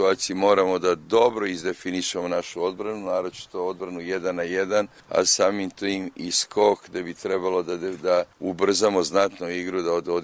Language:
Croatian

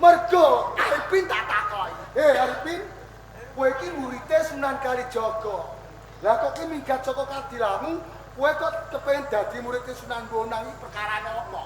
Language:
Javanese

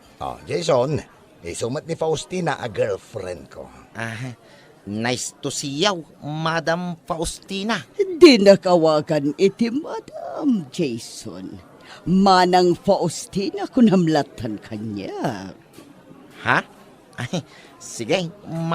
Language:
Iloko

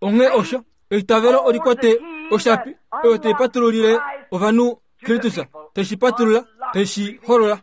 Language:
Kuanyama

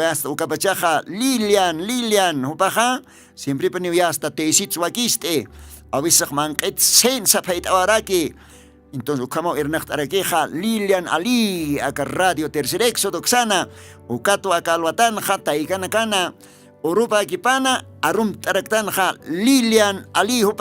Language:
Aymara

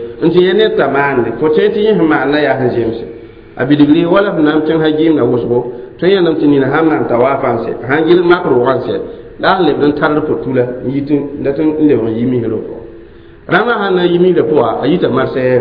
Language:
Mossi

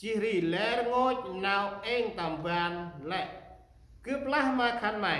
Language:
Central Mnong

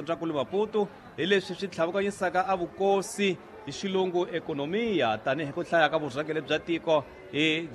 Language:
Tsonga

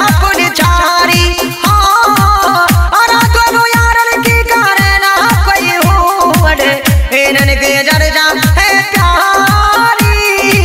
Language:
Mewati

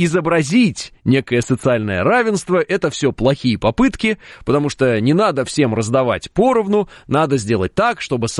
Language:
Russian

